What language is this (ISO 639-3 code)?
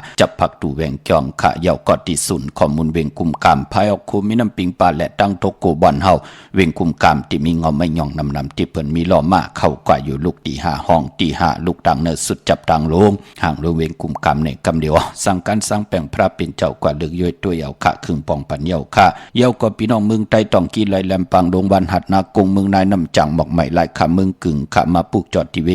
shn